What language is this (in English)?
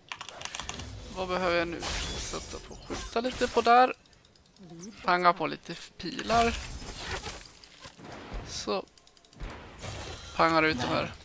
Swedish